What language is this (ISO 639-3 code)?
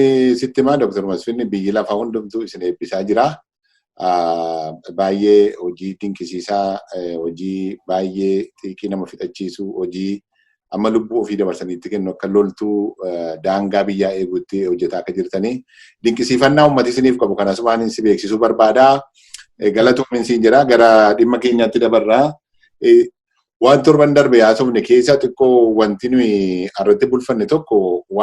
orm